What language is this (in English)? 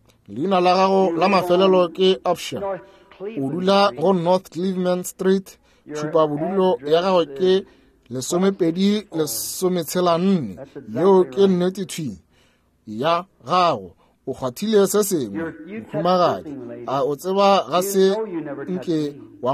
Northern Sotho